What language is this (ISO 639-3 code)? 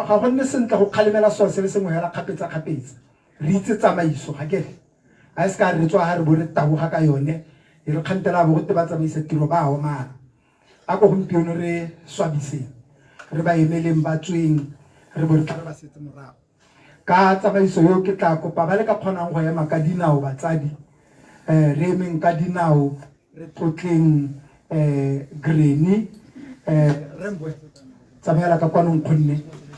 tsn